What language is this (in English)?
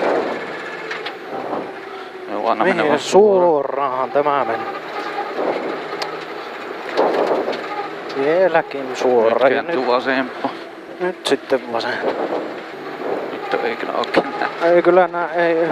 Finnish